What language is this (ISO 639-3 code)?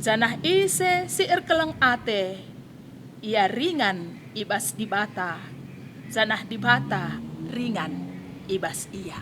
btx